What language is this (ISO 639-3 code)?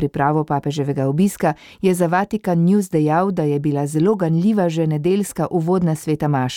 slv